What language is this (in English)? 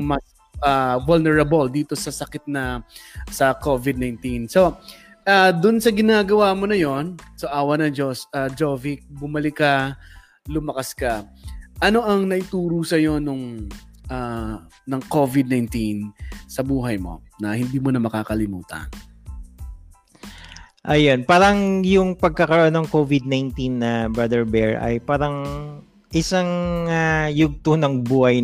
Filipino